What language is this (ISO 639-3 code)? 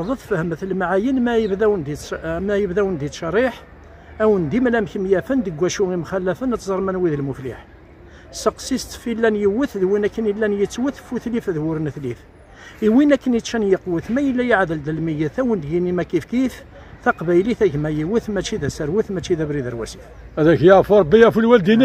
kab